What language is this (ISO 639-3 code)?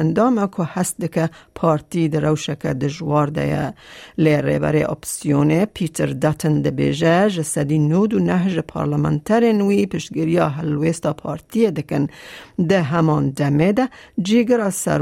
kur